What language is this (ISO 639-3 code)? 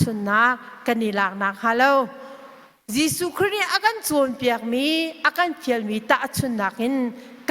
cnh